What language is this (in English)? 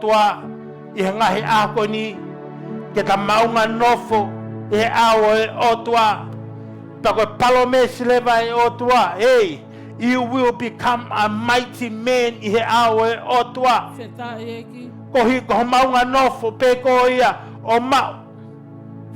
Tongan